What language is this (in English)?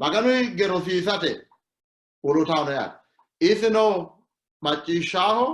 Sidamo